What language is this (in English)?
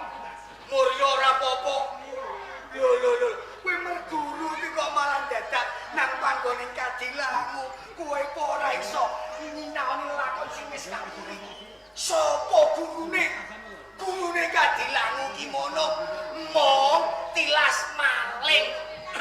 Javanese